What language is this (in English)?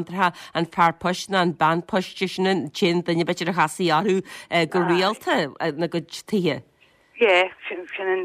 Irish